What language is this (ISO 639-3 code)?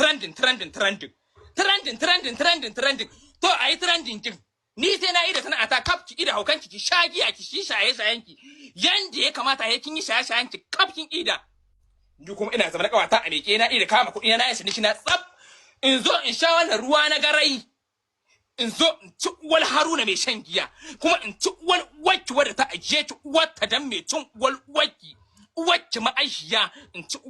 hau